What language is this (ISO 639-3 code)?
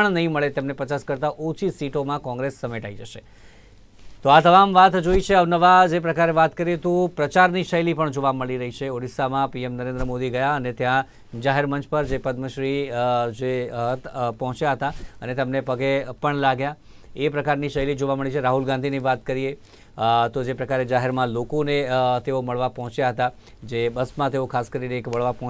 guj